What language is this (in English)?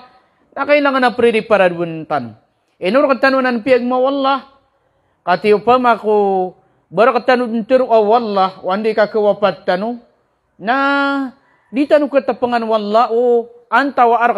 Maranao